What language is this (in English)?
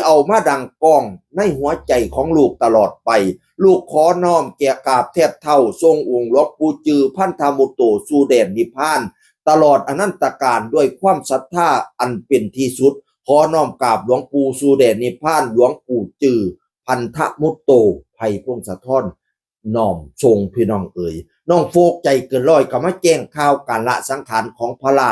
Northeastern Thai